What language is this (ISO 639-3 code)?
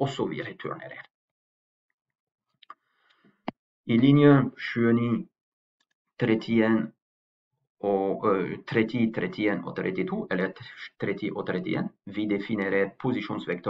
nor